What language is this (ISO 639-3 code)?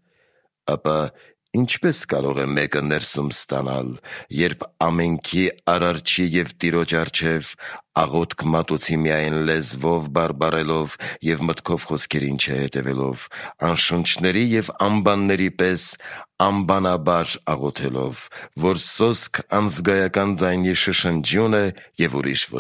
hye